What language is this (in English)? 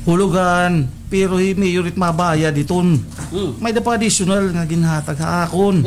Waray